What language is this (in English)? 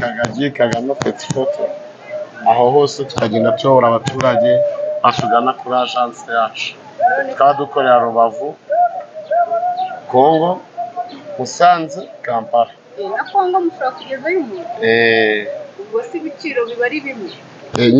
Kinyarwanda